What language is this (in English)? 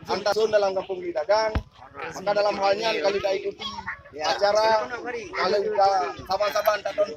Achinese